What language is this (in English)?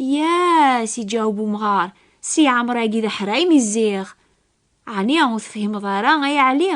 Kabyle